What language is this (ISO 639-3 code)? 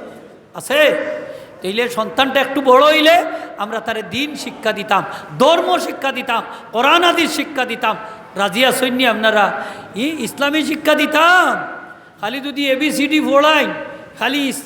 syl